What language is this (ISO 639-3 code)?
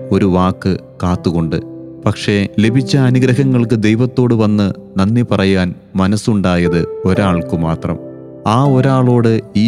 mal